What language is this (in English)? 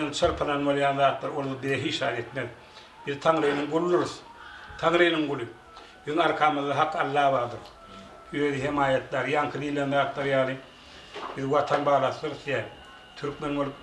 Turkmen